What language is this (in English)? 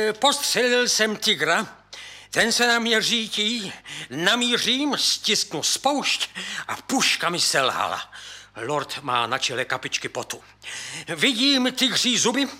Czech